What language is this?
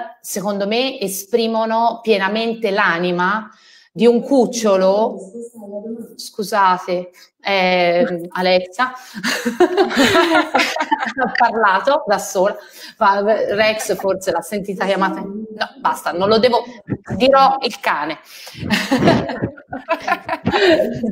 Italian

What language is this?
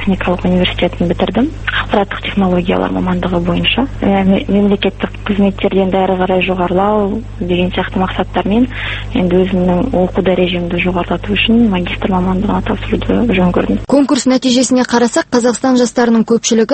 Kazakh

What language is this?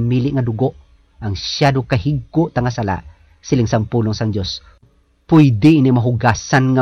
Hiligaynon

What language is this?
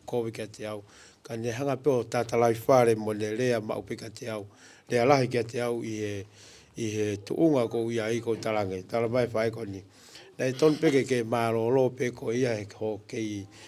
Tongan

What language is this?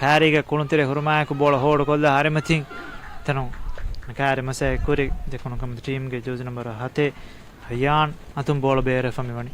Divehi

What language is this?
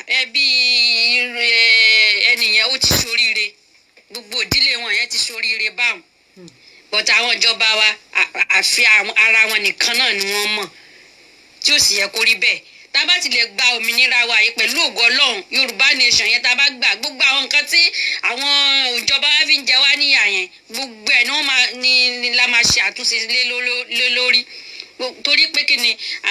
Yoruba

